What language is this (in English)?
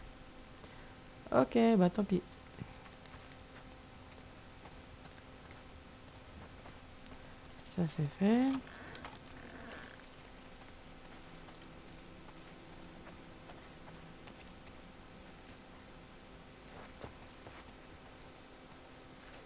French